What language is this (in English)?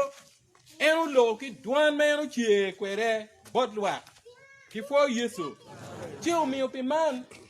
Acoli